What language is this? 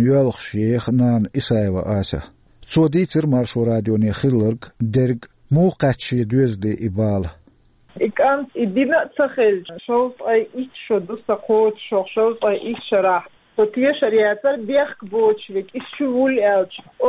Chechen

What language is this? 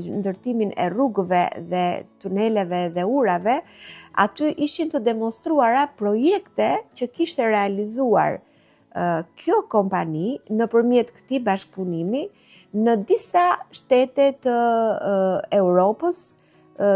Albanian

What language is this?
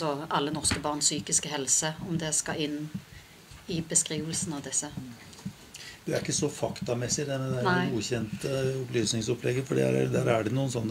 Norwegian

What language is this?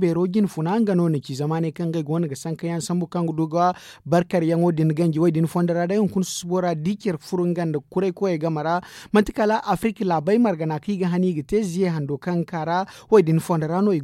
Zarma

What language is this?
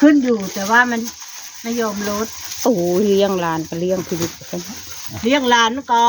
Northeastern Thai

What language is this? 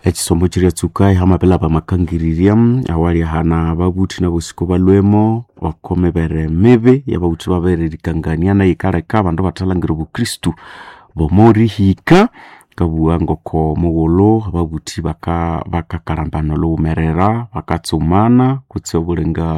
Nande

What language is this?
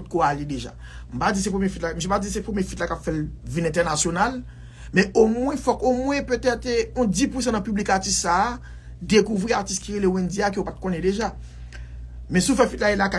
Haitian Creole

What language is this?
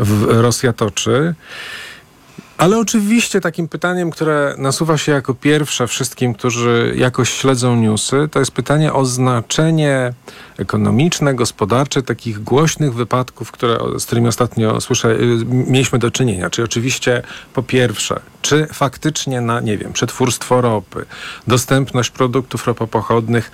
Polish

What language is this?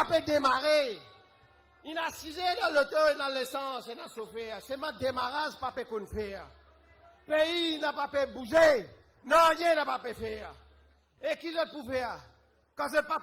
Morisyen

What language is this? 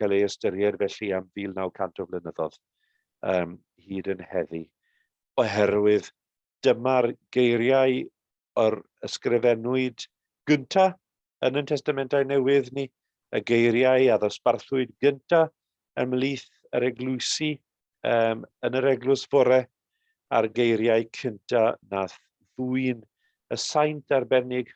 Welsh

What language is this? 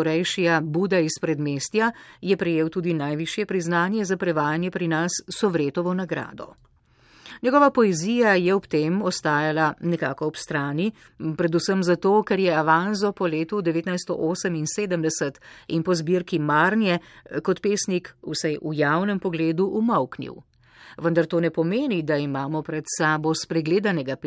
Slovenian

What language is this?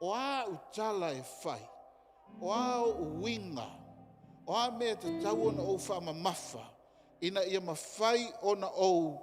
Samoan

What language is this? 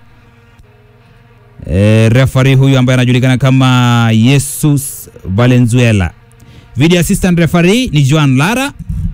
Swahili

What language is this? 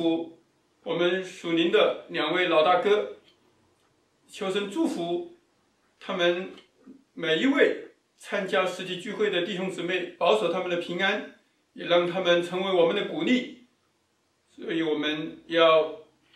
Chinese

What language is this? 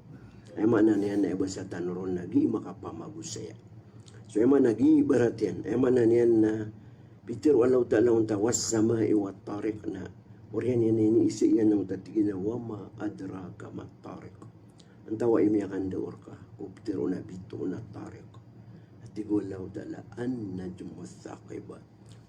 Maranao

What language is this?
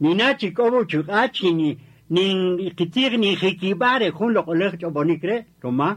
Kaqchikel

